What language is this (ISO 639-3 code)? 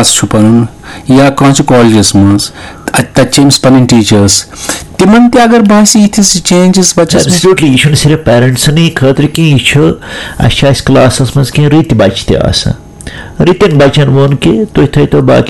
kas